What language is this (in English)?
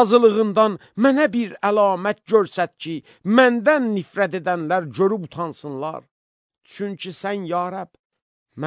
Azerbaijani